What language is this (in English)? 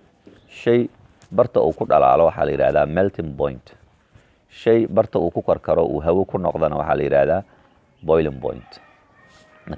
Somali